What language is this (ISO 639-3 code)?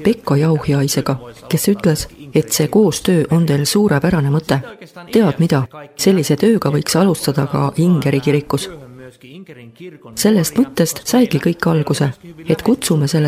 est